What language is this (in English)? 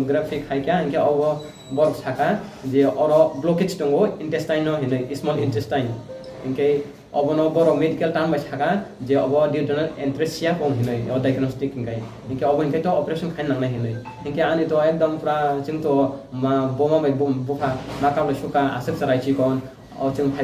Kok Borok